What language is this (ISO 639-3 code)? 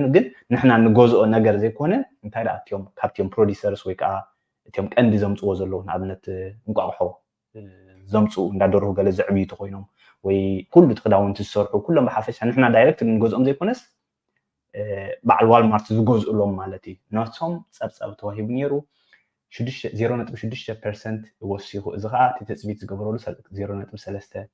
tir